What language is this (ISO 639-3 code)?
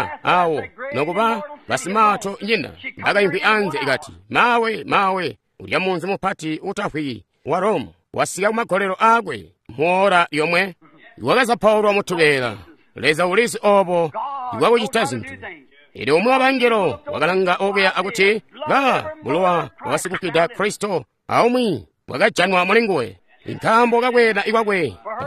toi